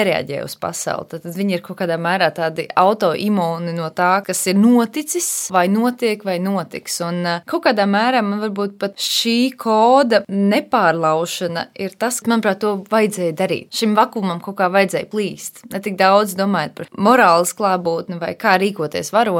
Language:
Latvian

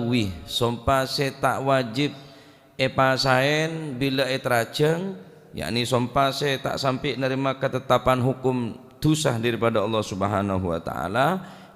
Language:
Madurese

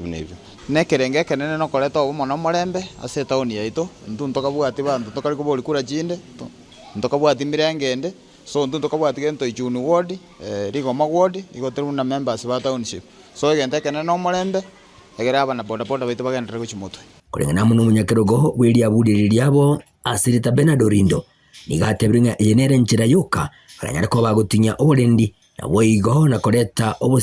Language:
Gusii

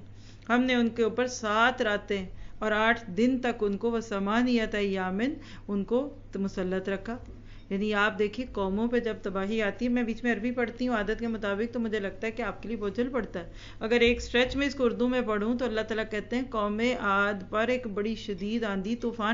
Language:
Urdu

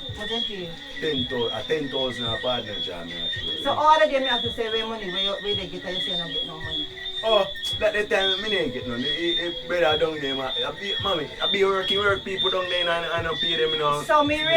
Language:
Jamaican Creole English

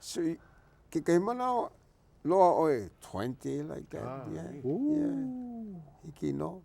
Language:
Hawaiian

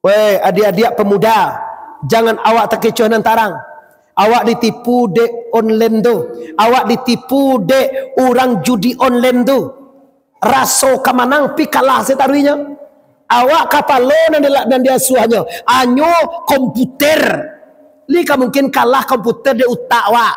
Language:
Minangkabau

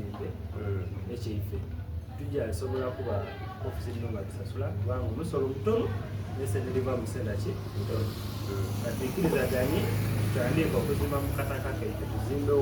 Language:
Soga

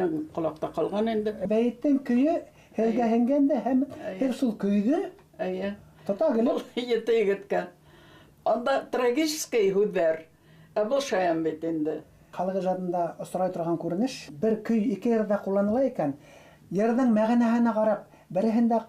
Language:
Bashkir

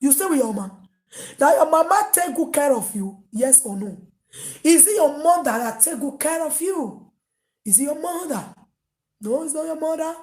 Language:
Nigerian Pidgin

